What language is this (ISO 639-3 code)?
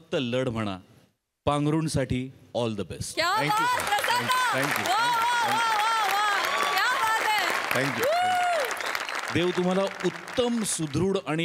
mar